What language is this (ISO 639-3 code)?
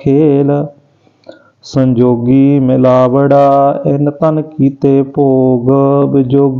pan